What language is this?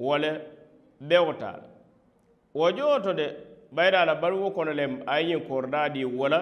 Mandingo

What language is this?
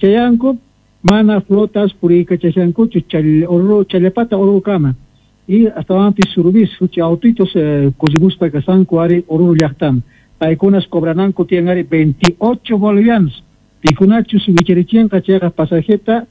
South Bolivian Quechua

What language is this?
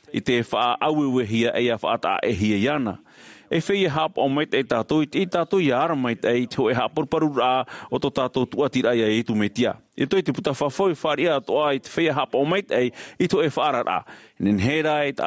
Tahitian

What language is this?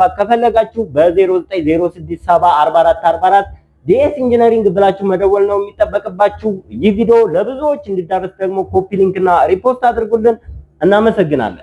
Amharic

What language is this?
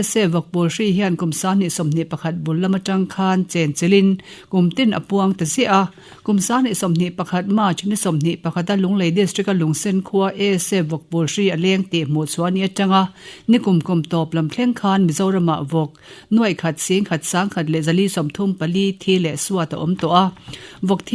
Mizo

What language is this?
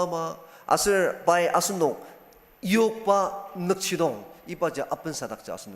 Ao Naga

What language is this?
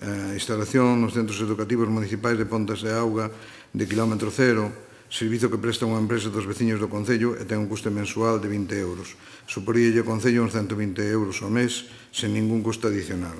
Galician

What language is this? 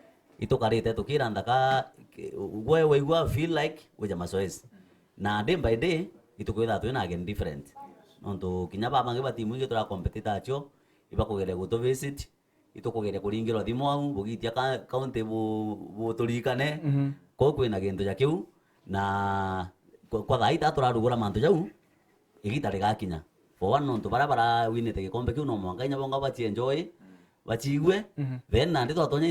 Meru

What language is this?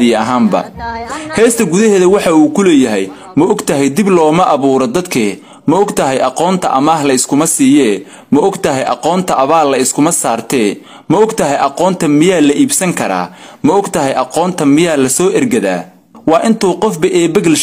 Somali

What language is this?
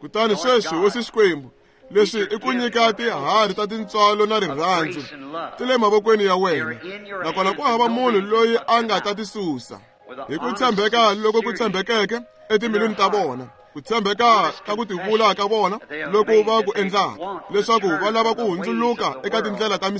Tsonga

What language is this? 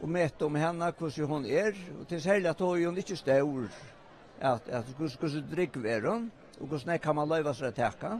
Faroese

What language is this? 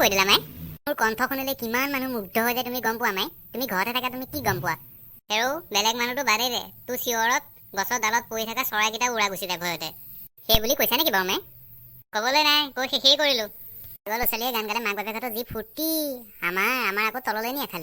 Assamese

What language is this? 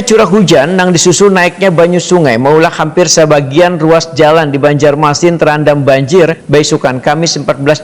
Banjar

